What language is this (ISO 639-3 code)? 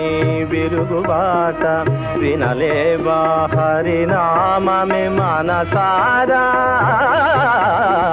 tel